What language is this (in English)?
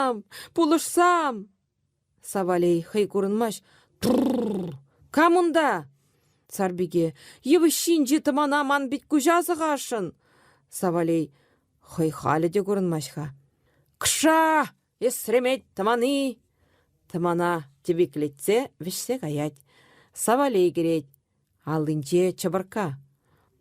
Chuvash